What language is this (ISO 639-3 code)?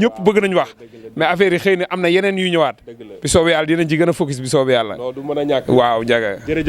wol